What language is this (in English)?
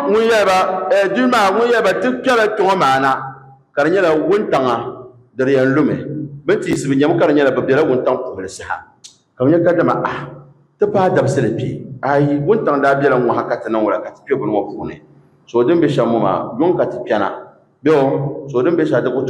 Dagbani